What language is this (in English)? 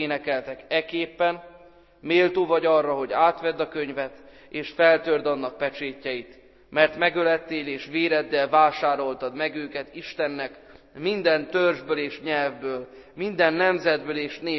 Hungarian